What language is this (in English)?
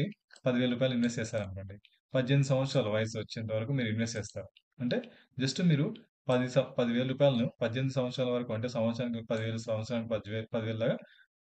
Telugu